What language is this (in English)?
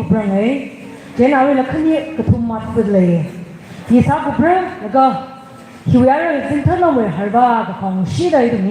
Tangkhul Naga (India)